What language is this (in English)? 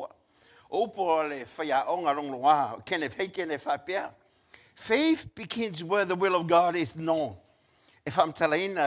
Samoan